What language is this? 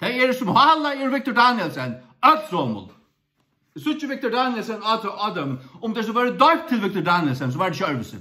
Faroese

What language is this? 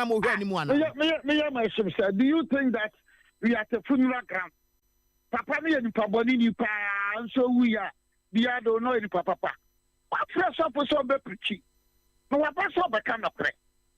Akan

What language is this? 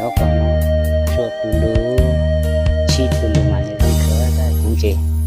Hmong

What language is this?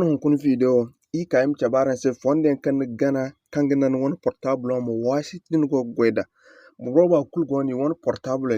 Zarma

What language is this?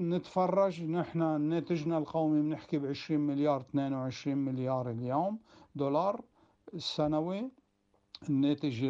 North Levantine Arabic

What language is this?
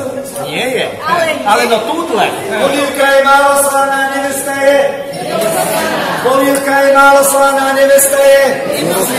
Slovak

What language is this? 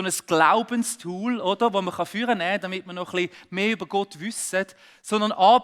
Swiss German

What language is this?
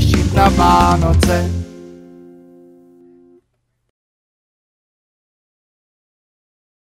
Czech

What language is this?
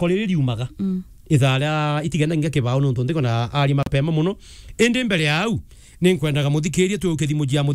Meru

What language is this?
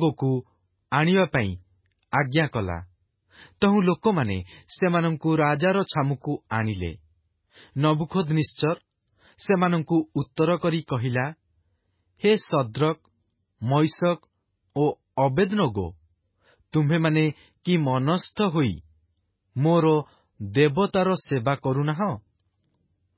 Odia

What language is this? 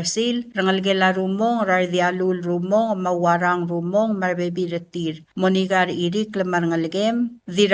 Palauan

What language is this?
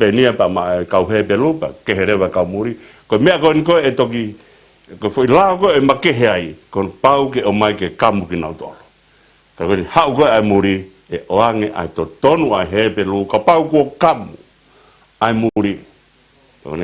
Tongan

